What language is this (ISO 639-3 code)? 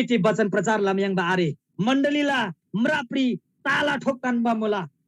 taj